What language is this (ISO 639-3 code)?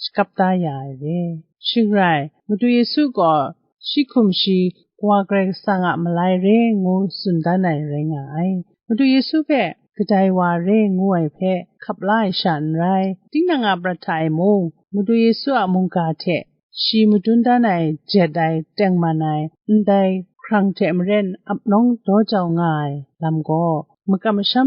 kac